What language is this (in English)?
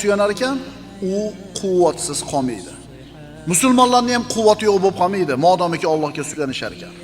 Uzbek